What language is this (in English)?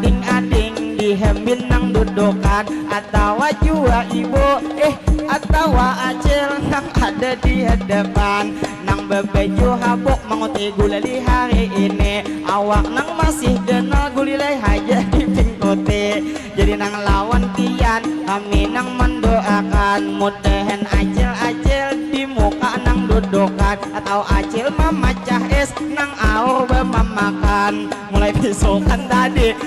Banjar